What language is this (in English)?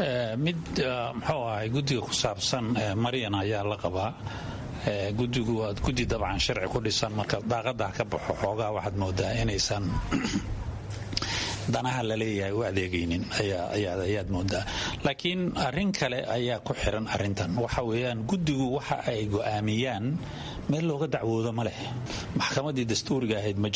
Somali